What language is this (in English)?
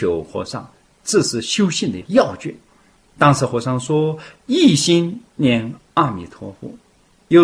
Chinese